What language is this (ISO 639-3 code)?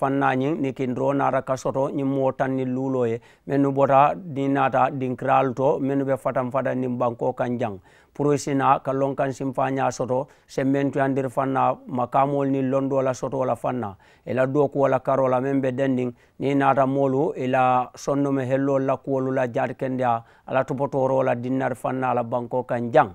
man